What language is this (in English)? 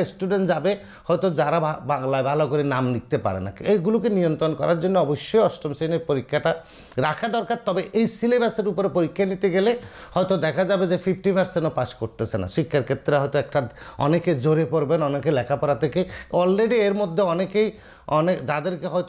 Bangla